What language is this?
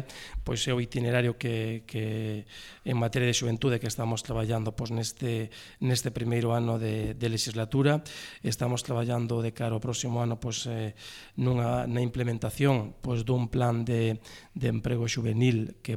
Galician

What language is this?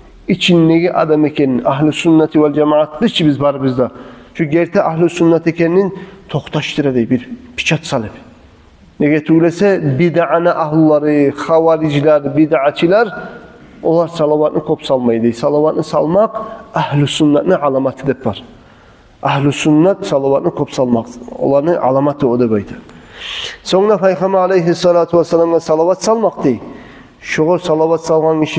Kumyk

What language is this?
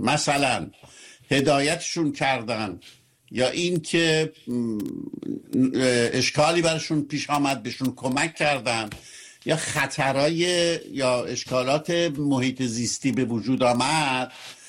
Persian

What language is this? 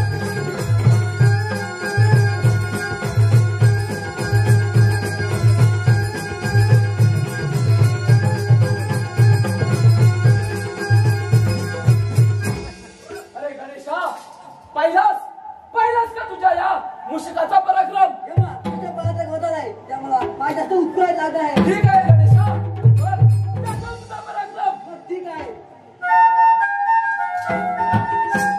Marathi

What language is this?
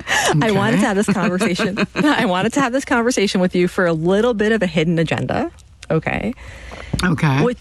English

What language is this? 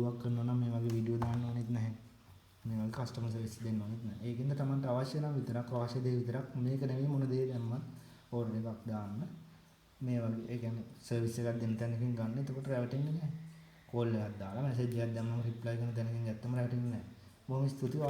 Sinhala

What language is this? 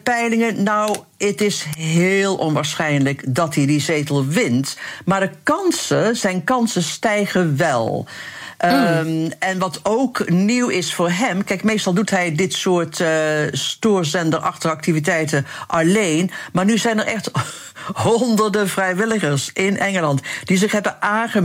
Dutch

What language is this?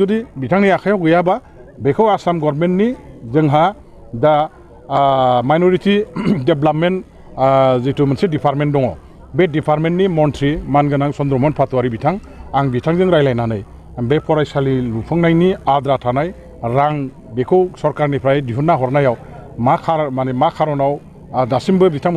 Bodo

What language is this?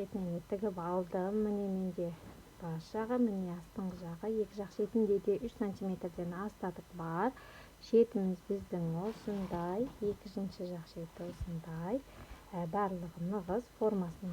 Kazakh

